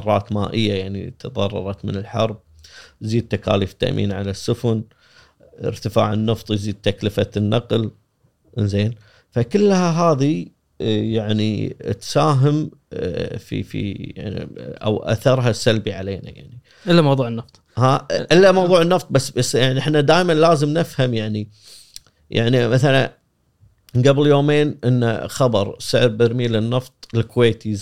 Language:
Gulf Arabic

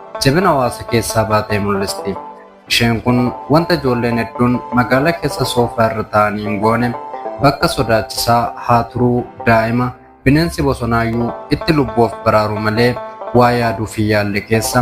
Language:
Oromo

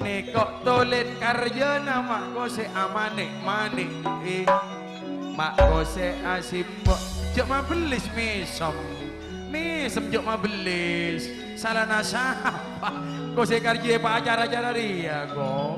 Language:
Madurese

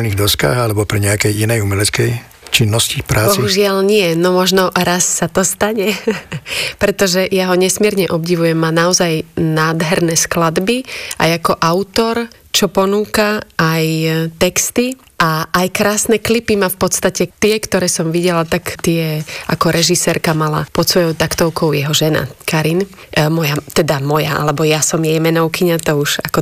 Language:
Slovak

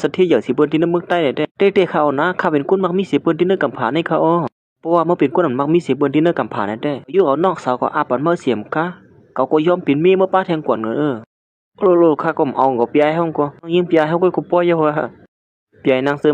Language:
Shan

